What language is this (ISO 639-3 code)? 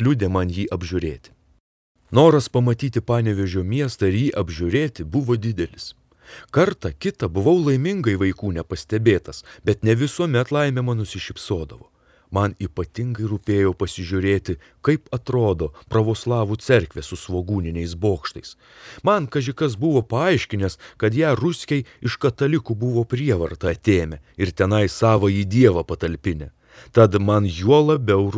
lit